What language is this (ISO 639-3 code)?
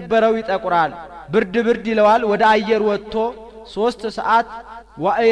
amh